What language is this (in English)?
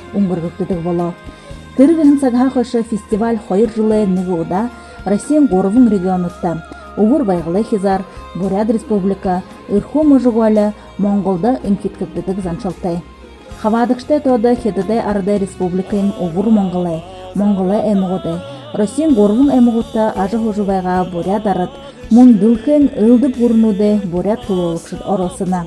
Buriat